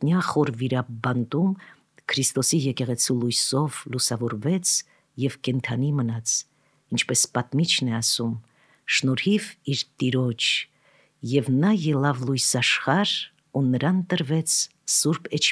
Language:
Armenian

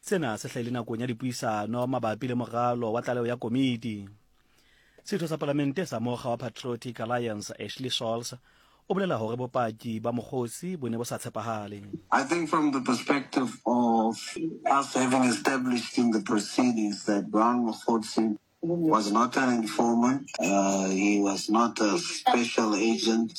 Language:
Southern Sotho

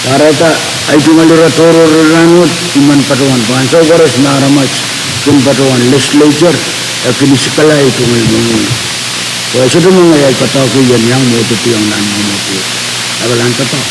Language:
Pohnpeian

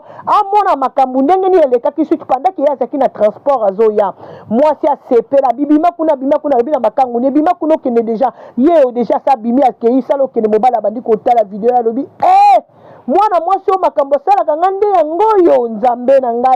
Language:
Lingala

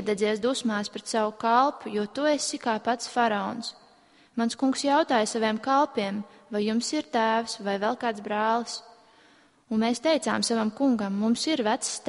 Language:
Latvian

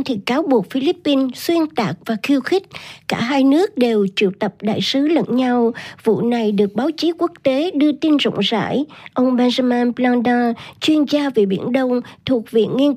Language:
Vietnamese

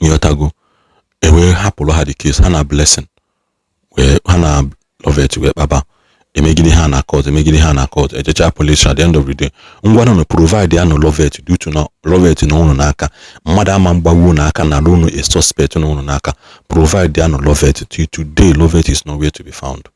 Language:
Igbo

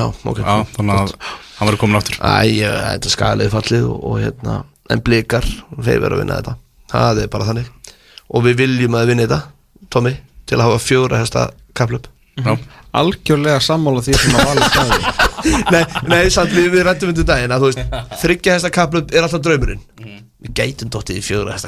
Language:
Icelandic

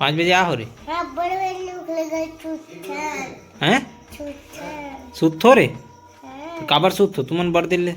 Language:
Chhattisgarhi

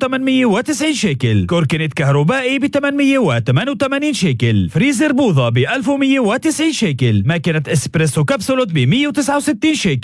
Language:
North Levantine Arabic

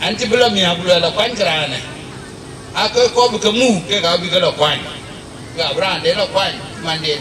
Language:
Dinka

